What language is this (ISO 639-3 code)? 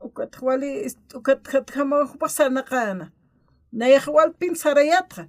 aym